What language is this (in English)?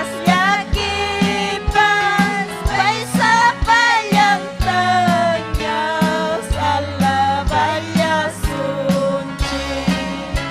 Ayacucho Quechua